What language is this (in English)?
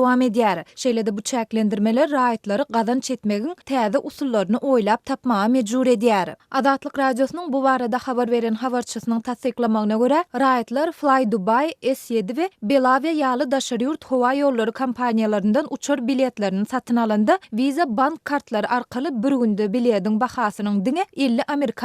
Turkmen